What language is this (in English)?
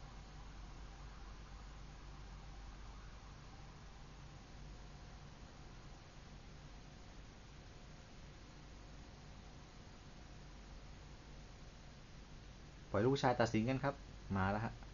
Thai